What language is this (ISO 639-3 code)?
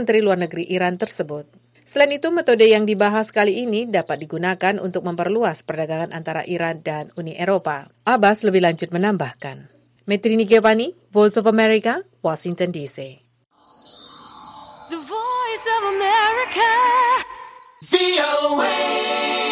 ind